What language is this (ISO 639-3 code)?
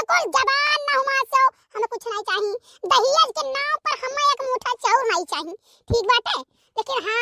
awa